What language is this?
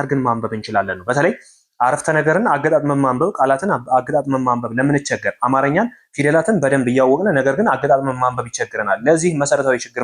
Amharic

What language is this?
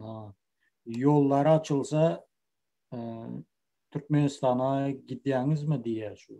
Turkmen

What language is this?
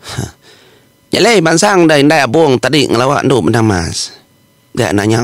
Iban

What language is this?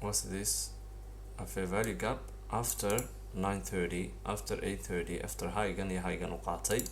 Somali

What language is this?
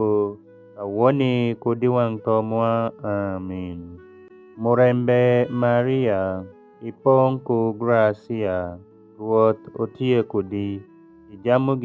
Alur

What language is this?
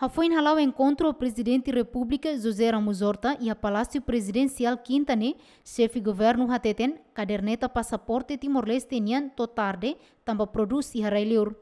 Tetum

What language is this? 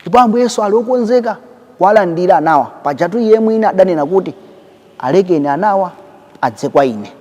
Nyanja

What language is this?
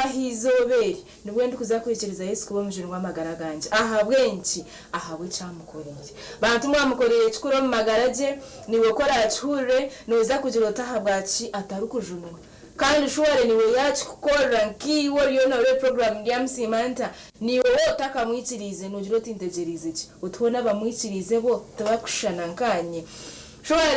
Nyankole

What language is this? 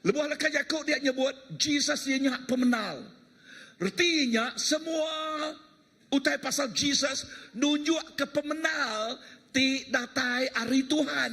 Iban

